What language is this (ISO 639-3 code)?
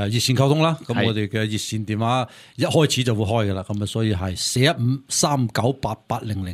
yue